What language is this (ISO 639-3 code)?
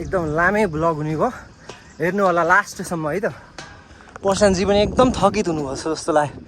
nep